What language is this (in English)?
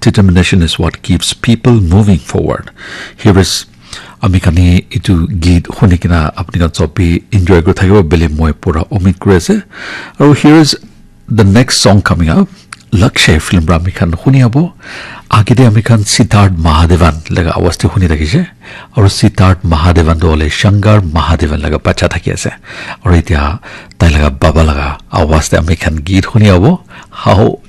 Naga Pidgin